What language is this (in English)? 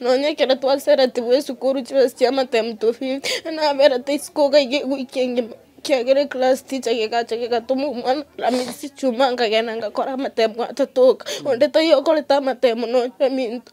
Gusii